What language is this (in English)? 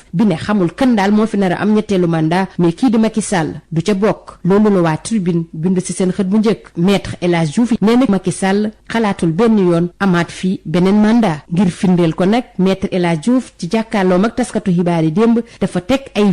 Wolof